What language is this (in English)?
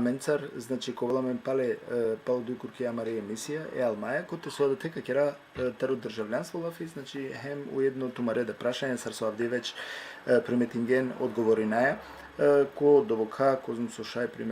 Balkan Romani